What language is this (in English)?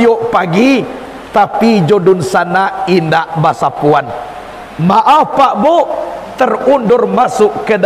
Minangkabau